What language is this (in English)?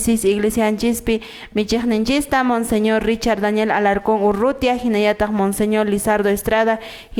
Quechua